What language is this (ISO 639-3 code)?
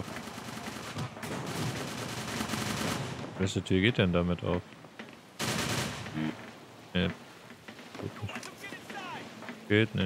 deu